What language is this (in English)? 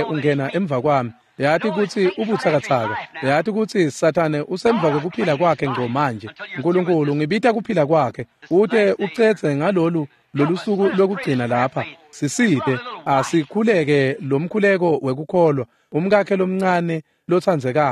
Swati